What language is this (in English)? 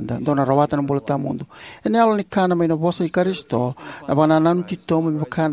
Fijian